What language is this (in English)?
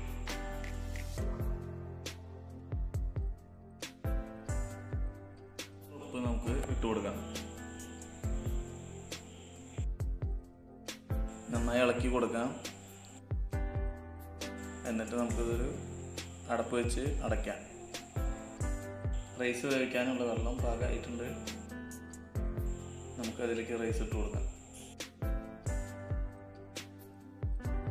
Malayalam